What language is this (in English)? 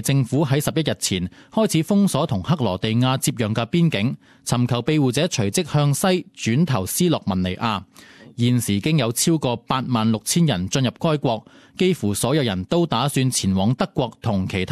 Cantonese